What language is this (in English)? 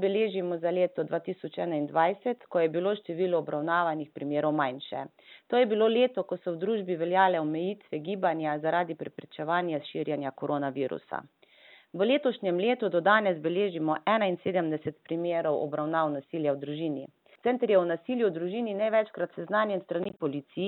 Slovenian